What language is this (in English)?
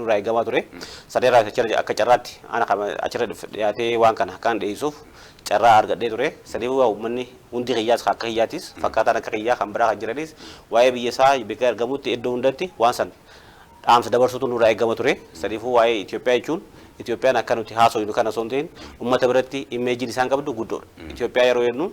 Oromo